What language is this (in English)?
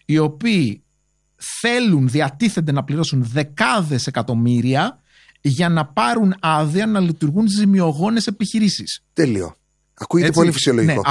Greek